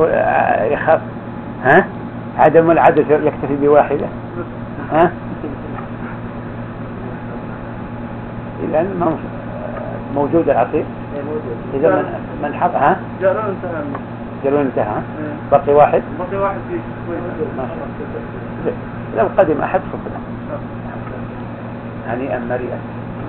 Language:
Arabic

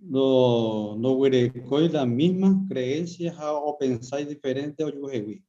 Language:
Guarani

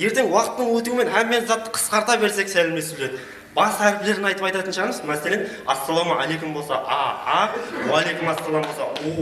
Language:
Kara-Kalpak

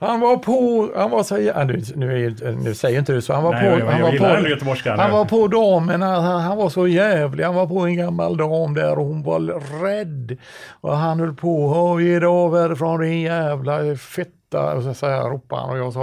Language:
Swedish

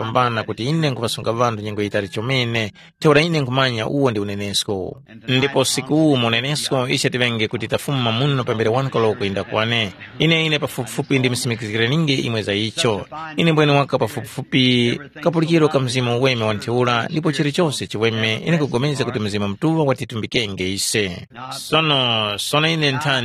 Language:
Tumbuka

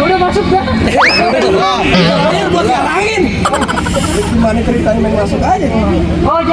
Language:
Betawi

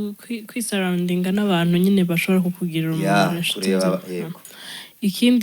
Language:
Kinyarwanda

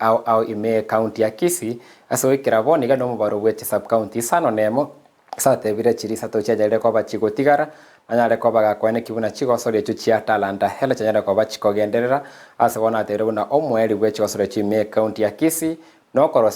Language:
Gusii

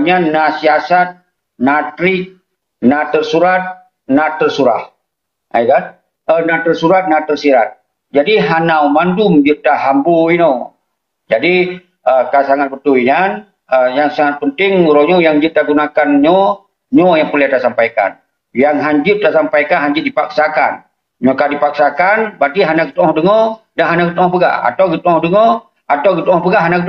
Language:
Achinese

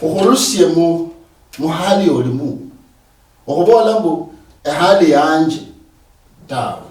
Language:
Luyia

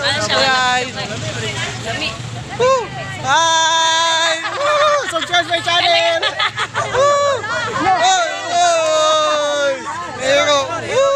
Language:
Cebuano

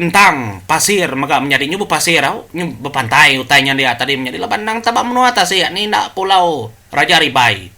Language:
Iban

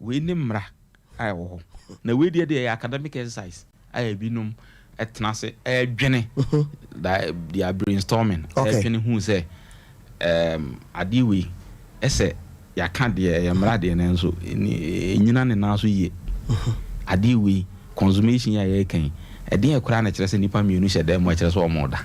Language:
Akan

